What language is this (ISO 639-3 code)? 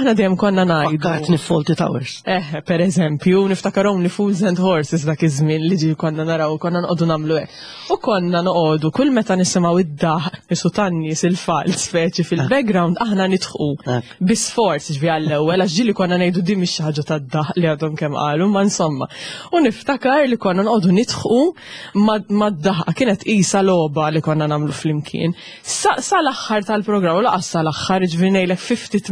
mlt